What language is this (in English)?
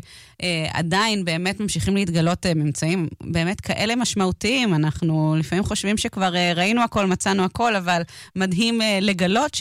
Hebrew